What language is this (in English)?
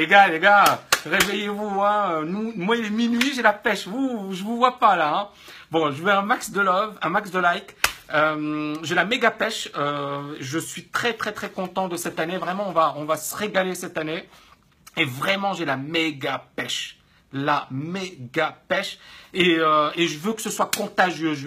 French